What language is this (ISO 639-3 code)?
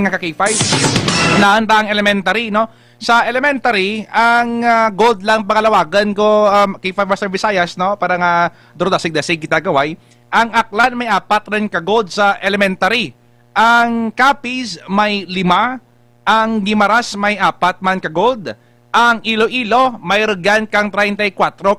hil